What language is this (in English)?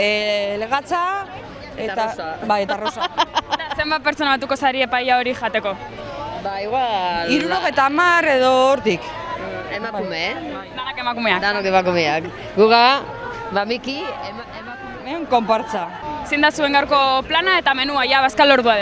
Basque